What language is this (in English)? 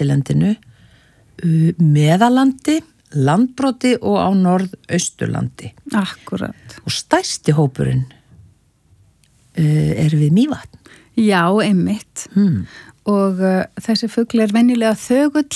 Icelandic